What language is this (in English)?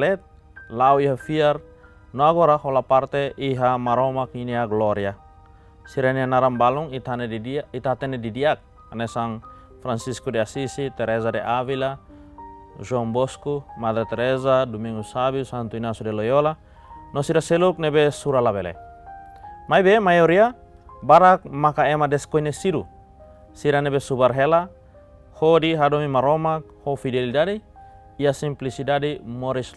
Tetum